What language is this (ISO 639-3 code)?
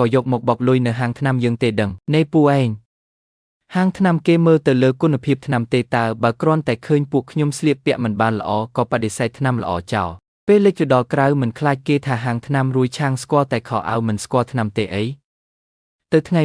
khm